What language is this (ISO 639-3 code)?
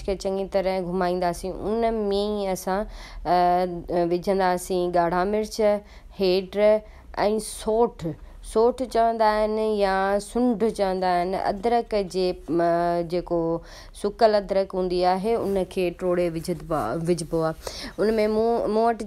snd